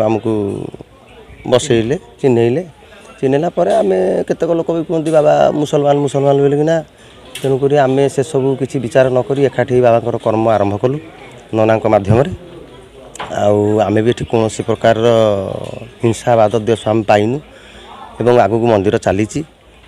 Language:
Odia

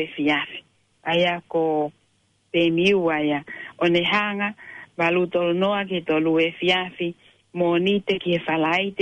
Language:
Tongan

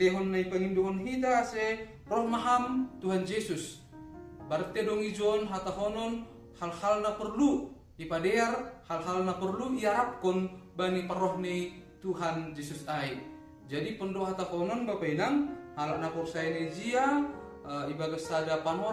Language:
Batak Simalungun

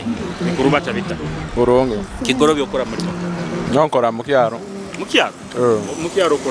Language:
Nyoro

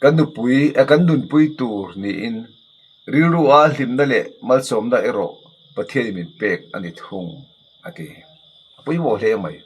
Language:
Mizo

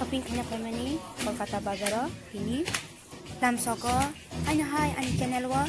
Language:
Kok Borok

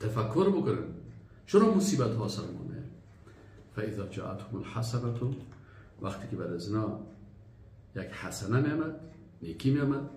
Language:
Persian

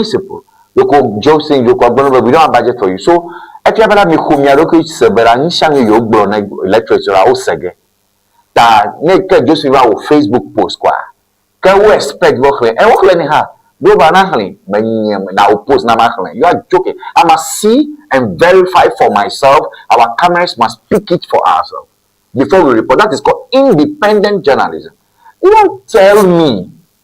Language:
Ewe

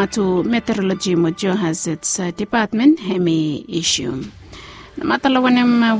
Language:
Bislama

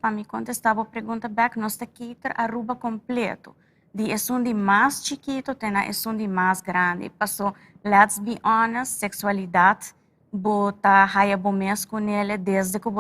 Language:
Papiamento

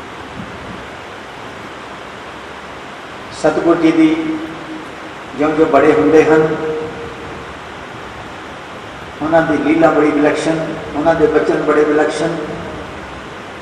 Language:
Hindi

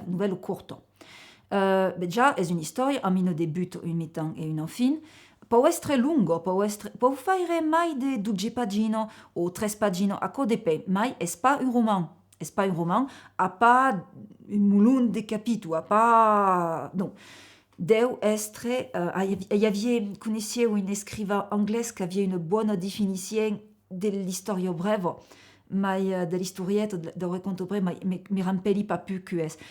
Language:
Occitan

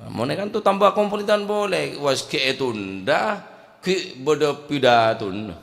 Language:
Madurese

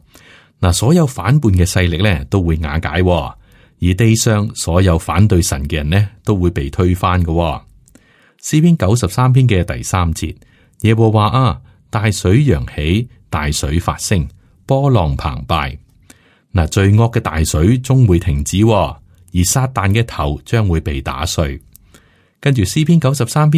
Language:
Cantonese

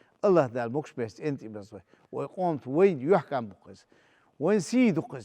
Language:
Chechen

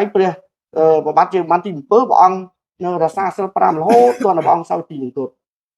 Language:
Khmer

